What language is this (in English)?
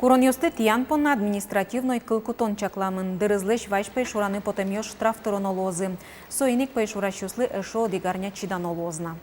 Udmurt